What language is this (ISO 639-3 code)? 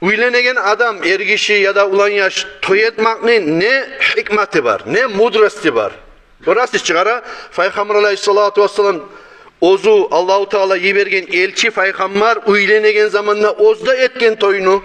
kum